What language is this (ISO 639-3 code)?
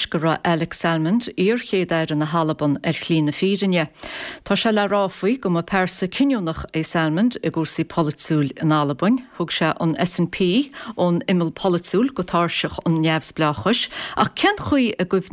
gle